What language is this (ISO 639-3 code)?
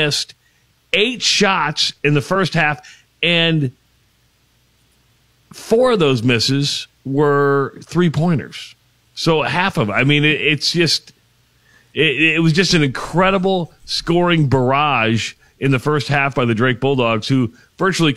eng